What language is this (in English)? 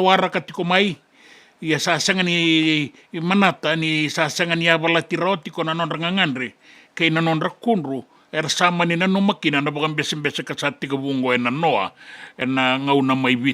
Fijian